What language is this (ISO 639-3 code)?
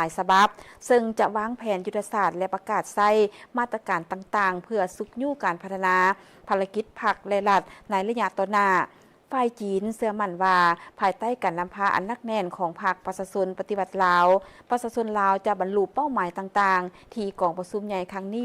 lao